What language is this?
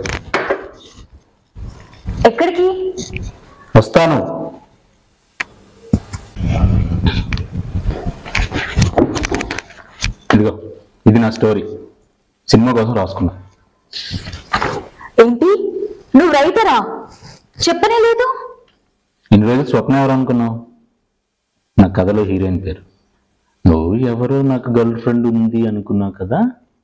Telugu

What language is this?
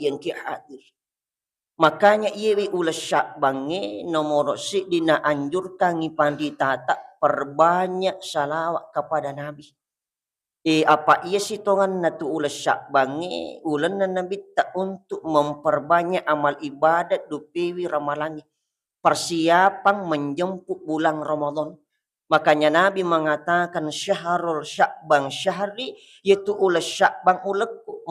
Buginese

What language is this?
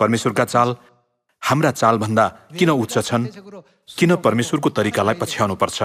Nepali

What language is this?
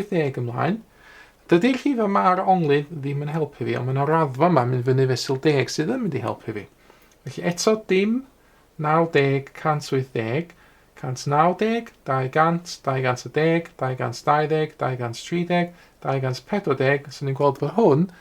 Welsh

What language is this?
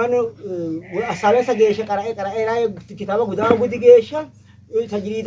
Sidamo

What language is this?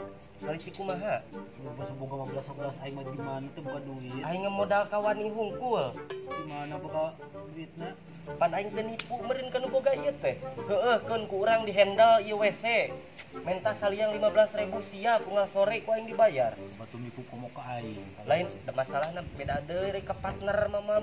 Sundanese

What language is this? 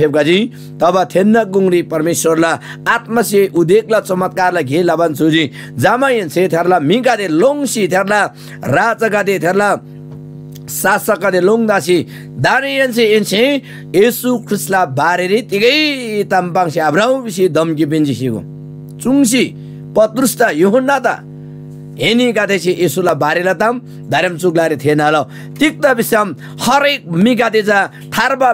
Eastern Tamang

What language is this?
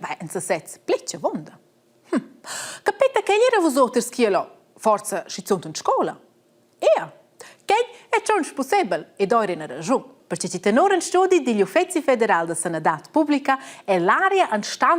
Romansh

